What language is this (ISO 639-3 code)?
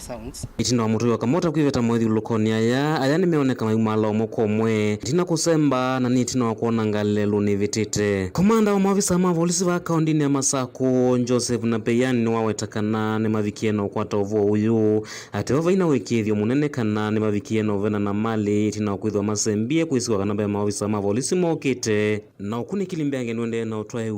kam